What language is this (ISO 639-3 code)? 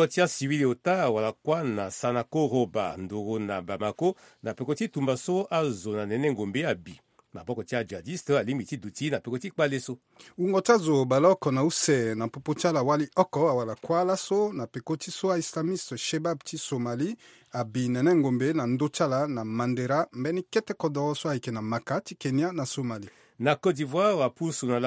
sag